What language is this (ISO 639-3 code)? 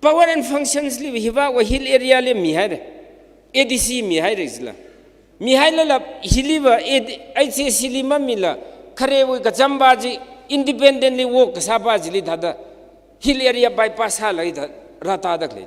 nmf